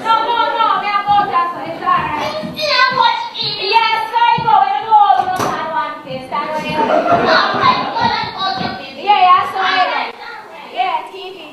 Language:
Jamaican Creole English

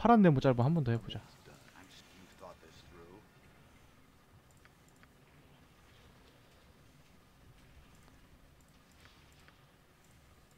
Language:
Korean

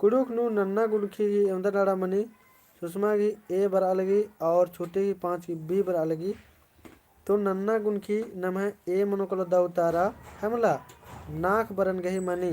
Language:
Kurukh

